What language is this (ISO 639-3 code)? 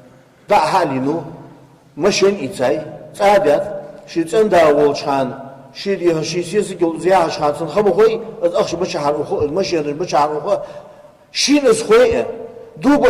inh